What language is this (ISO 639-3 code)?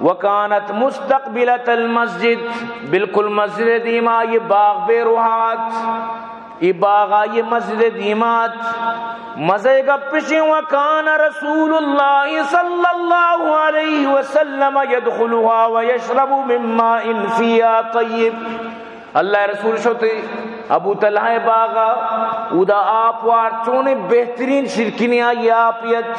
bal